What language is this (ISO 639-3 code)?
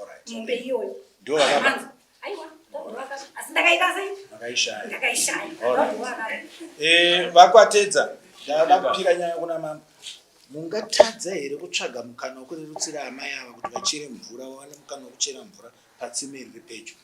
sna